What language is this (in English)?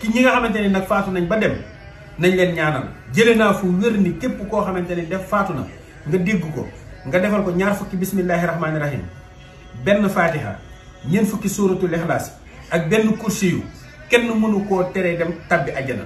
Wolof